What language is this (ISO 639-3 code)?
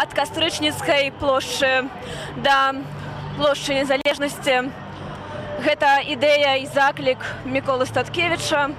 bel